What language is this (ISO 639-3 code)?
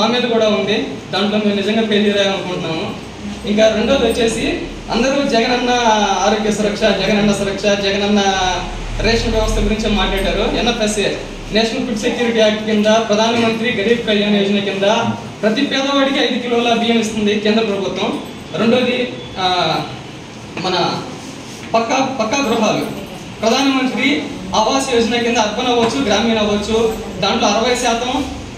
tel